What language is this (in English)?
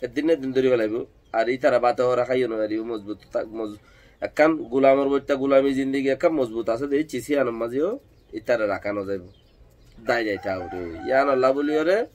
Rohingya